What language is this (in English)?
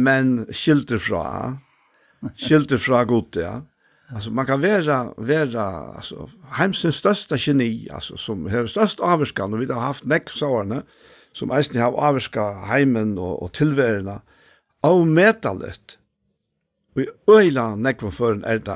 Faroese